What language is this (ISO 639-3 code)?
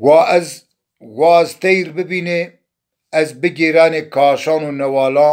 zza